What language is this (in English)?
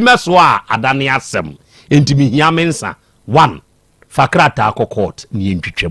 Akan